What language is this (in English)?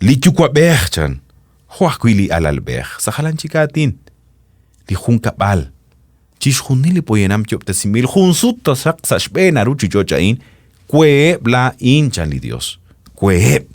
Kekchí